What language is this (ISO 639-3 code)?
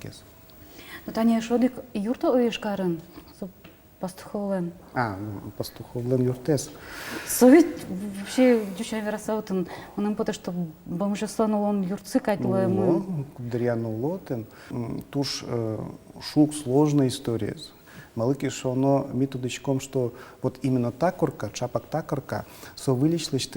udm